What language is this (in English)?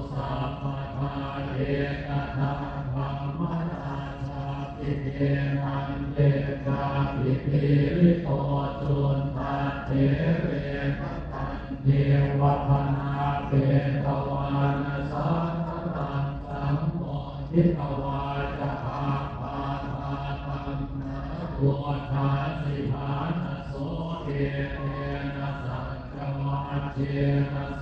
Pali